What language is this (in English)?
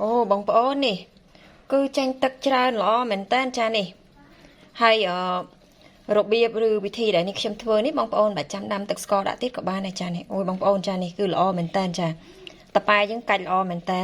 Khmer